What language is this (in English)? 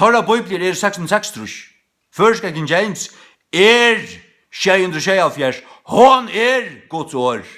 Faroese